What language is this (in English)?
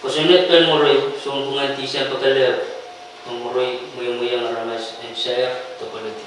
Pohnpeian